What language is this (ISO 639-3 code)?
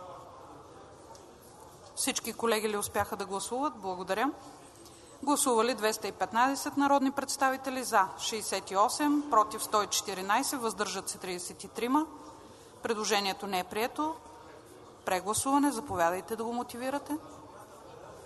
bul